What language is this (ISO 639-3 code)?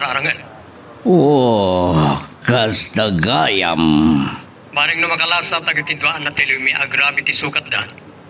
ilo